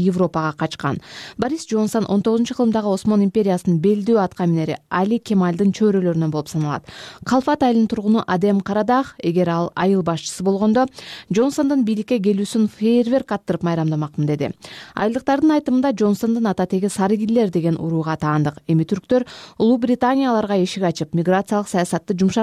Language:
Kyrgyz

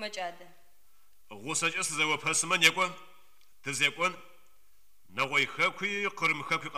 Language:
Adyghe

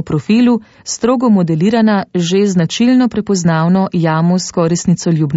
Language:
Slovenian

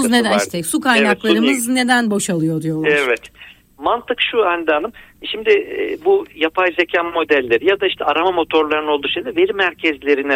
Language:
Turkish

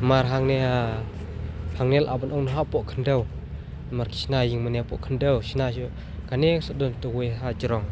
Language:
Khasi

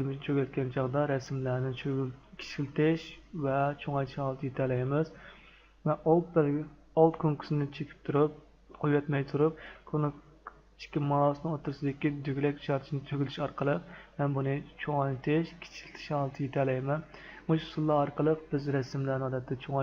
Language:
Uyghur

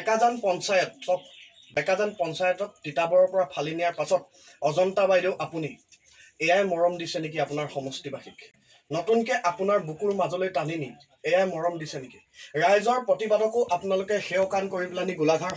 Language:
Assamese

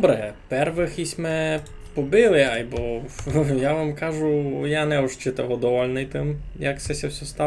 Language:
Rusyn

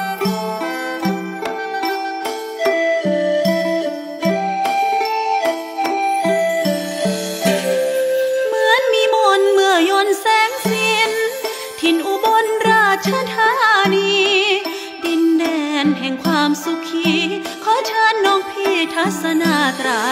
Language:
Thai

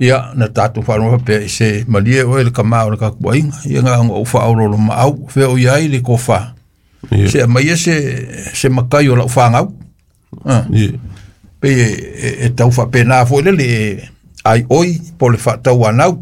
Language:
Samoan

